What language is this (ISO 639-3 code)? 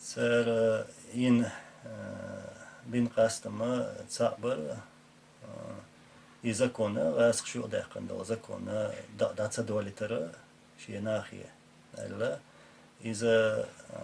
che